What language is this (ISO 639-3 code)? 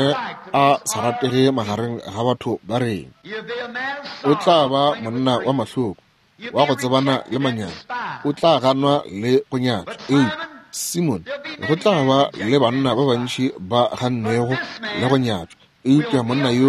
nso